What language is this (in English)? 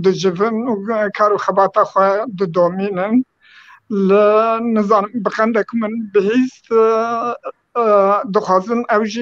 Kurdish